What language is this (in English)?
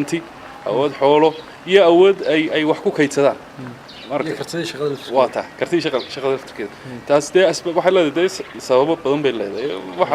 Somali